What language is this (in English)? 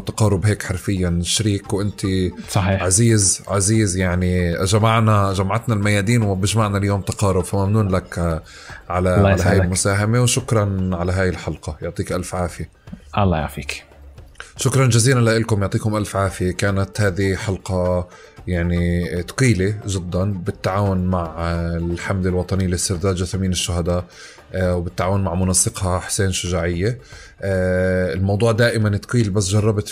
North Levantine Arabic